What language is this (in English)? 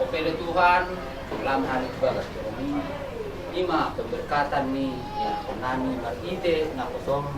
Batak Toba